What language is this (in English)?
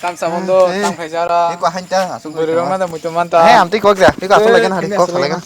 Kok Borok